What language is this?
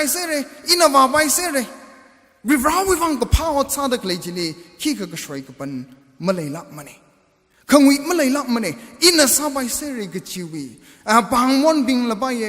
Tangkhul Naga (India)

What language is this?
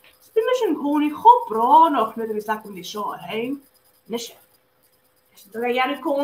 Scottish Gaelic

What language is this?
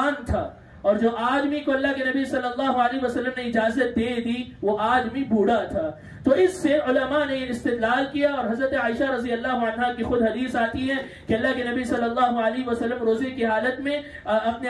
Urdu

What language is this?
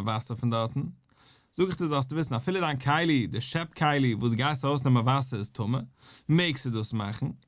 Yiddish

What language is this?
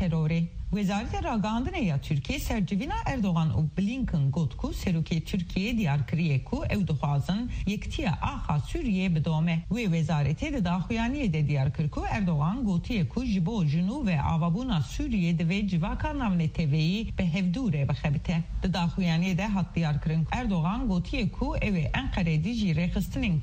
Kurdish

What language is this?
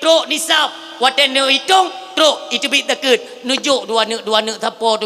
Achinese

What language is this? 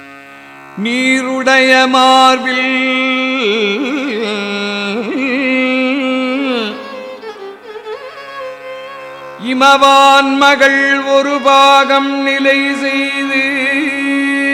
Tamil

